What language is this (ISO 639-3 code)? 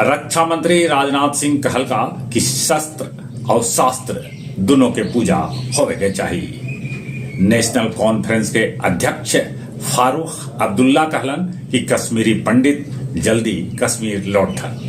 mag